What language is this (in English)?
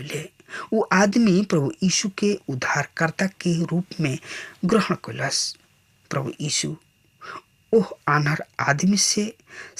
Bhojpuri